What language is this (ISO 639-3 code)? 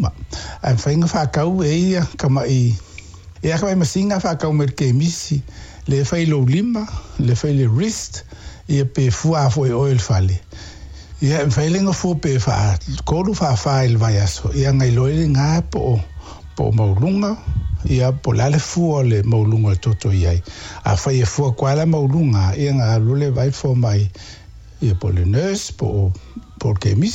smo